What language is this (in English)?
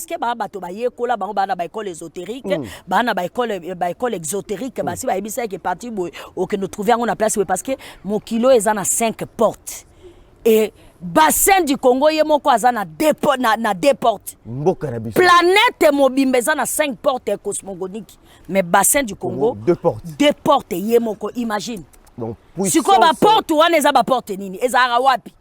Lingala